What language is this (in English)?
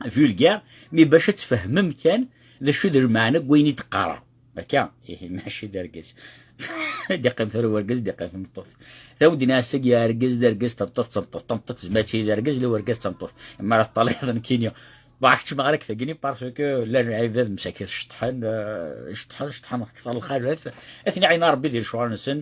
Kabyle